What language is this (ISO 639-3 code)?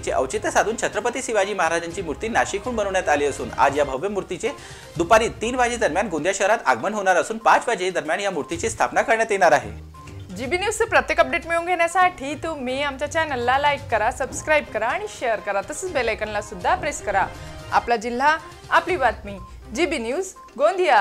mar